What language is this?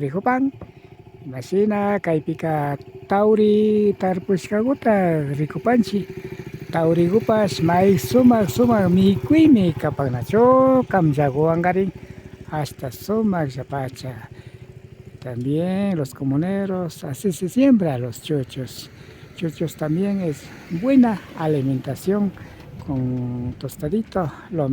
Imbabura Highland Quichua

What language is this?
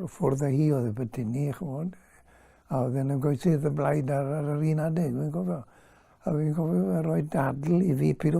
Welsh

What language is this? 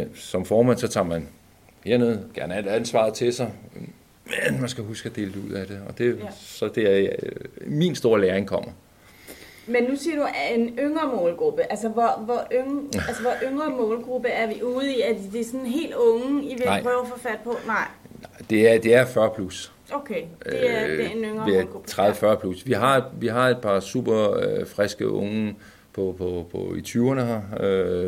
Danish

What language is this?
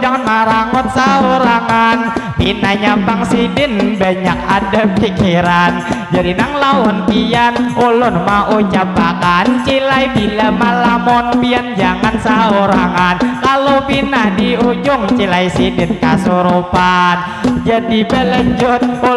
Banjar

